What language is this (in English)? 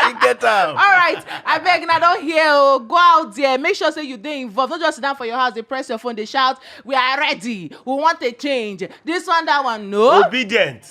Nigerian Pidgin